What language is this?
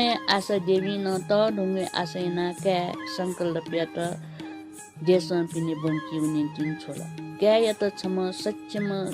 Newari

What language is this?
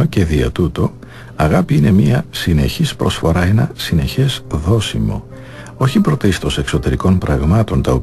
Greek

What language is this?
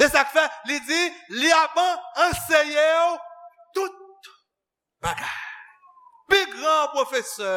Haitian Creole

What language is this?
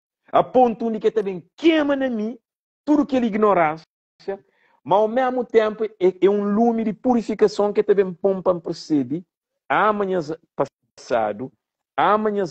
Kabuverdianu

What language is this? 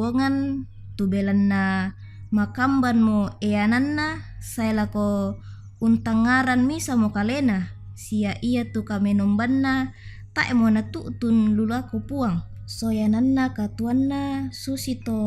Toraja-Sa'dan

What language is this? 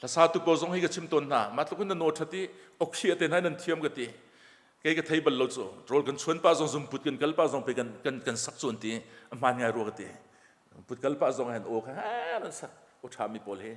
Hakha Chin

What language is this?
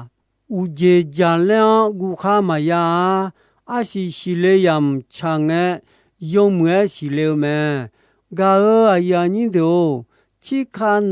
Akha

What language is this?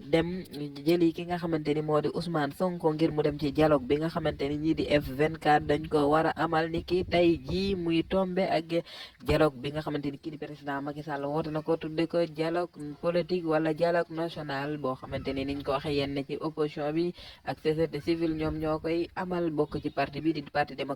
Wolof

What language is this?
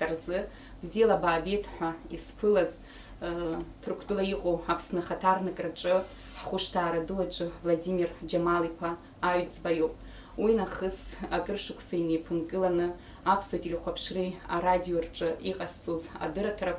Abkhazian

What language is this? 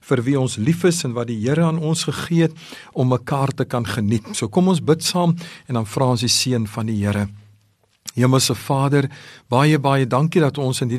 Afrikaans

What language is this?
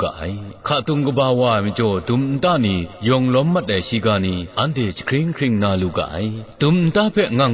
Kachin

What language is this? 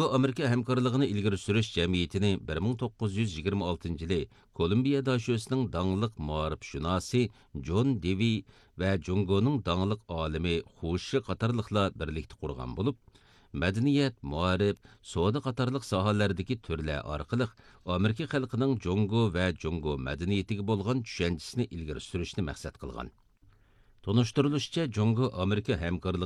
Uyghur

